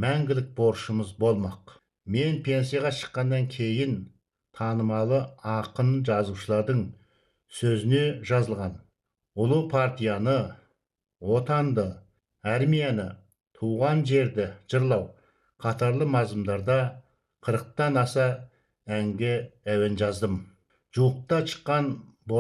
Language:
Kazakh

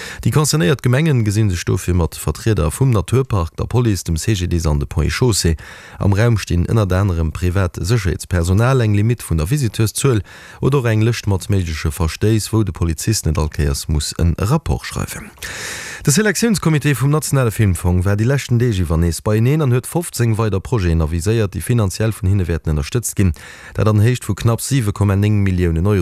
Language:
Luxembourgish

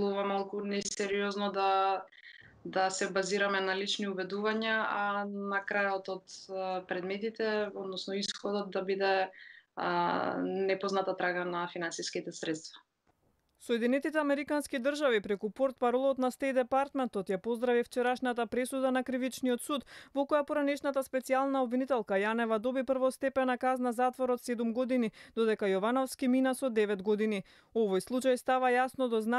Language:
Macedonian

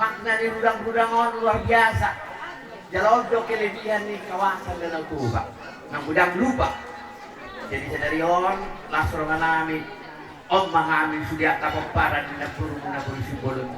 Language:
Batak Toba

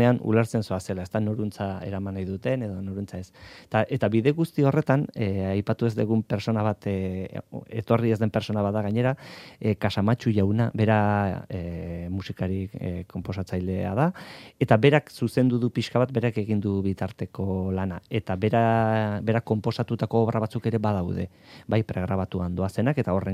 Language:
Basque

